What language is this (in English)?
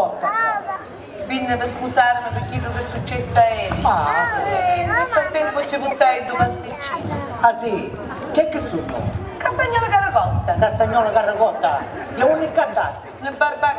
Sicilian